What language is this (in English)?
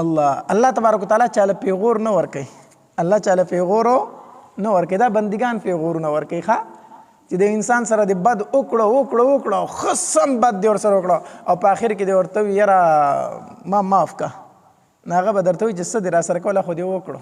Pashto